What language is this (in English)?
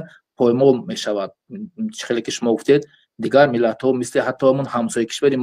Tajik